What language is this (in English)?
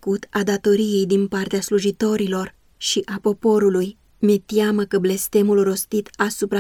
Romanian